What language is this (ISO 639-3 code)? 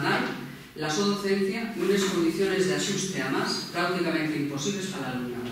ast